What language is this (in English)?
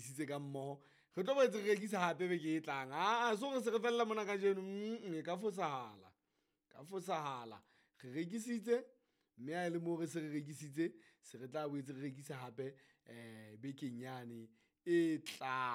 Southern Sotho